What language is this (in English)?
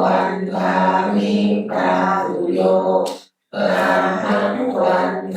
Pali